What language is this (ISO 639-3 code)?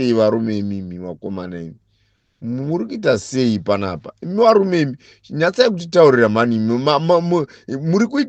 sna